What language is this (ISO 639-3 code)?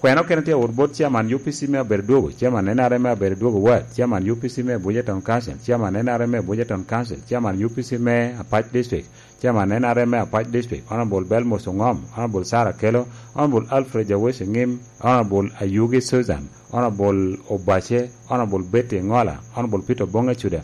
laj